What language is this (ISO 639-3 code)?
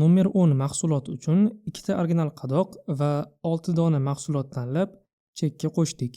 uzb